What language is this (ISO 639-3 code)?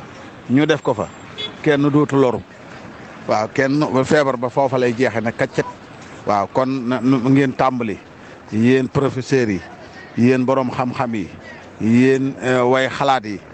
wol